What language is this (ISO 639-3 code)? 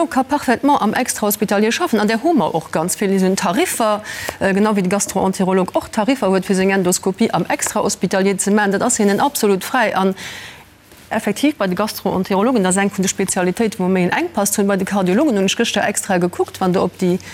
ltz